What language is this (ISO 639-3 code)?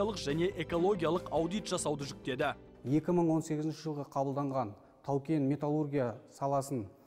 kaz